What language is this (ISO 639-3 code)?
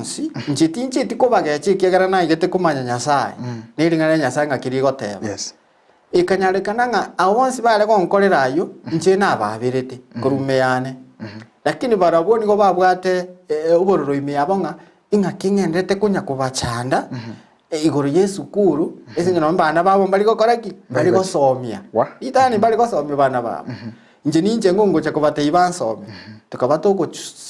guz